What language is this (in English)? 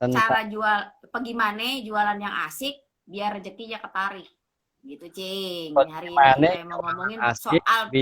Betawi